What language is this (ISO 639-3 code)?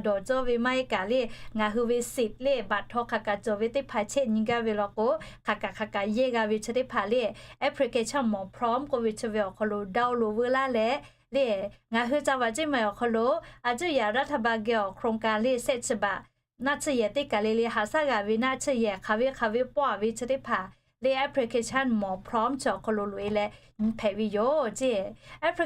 lhu